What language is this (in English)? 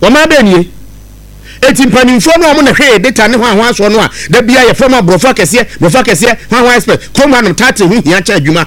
Akan